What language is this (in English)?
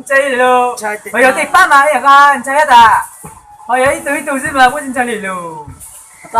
Hmong